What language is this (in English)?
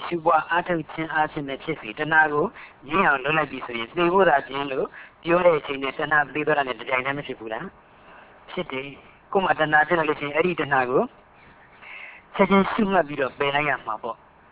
Burmese